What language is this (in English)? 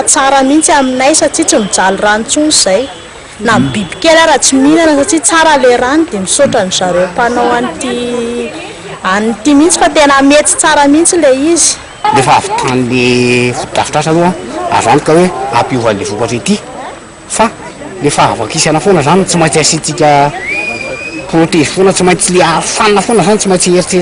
Malagasy